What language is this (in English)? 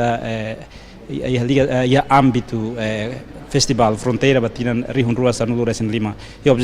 Tetum